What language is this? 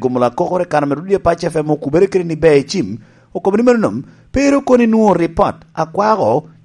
Lango (Uganda)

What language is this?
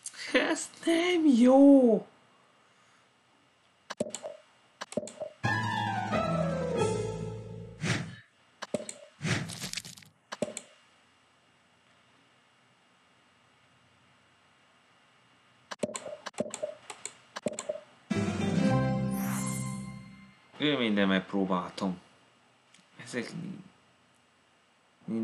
Hungarian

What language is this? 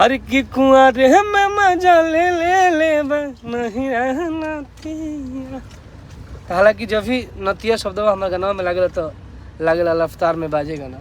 Bhojpuri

